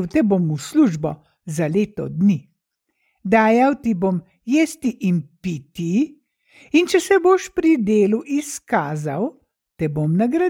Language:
Slovenian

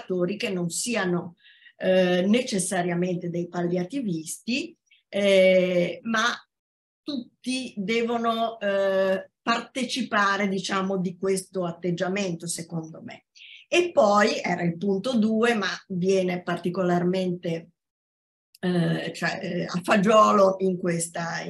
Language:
Italian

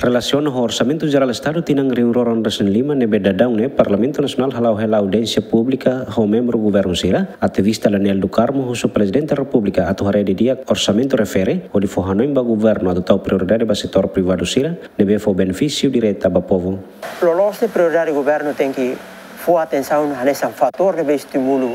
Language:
Tetum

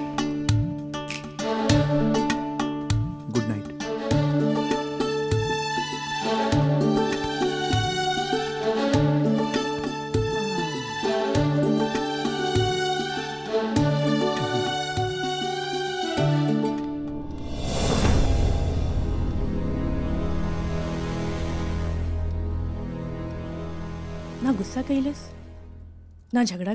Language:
Bhojpuri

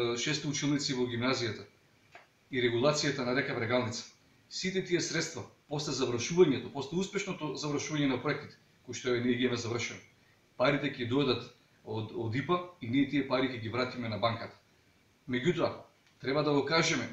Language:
Macedonian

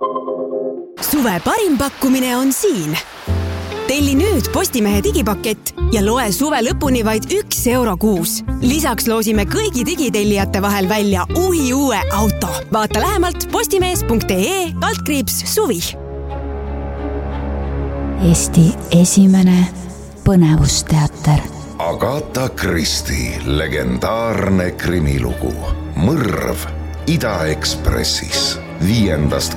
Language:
Estonian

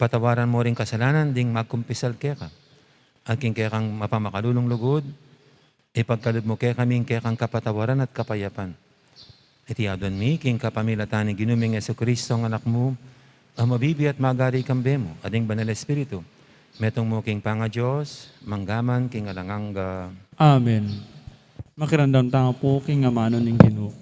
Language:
Pampanga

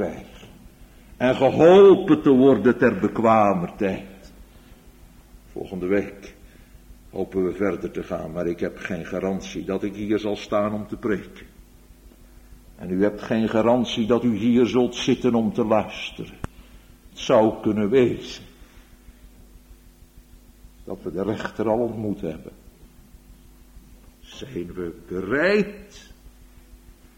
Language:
Dutch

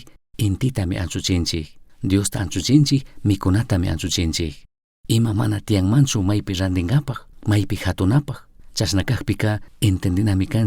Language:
Chimborazo Highland Quichua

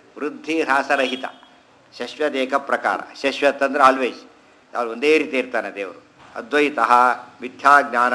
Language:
Kannada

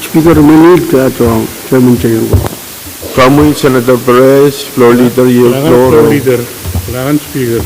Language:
Pohnpeian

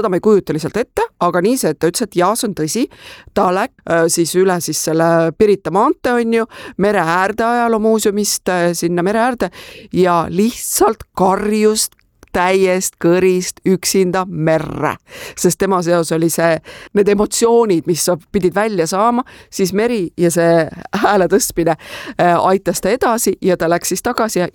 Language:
Estonian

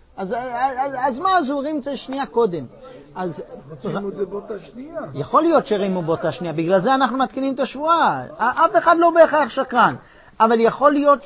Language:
Hebrew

